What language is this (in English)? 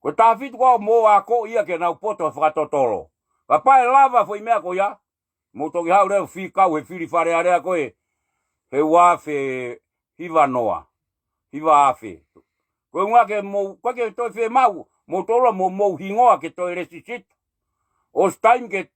Tongan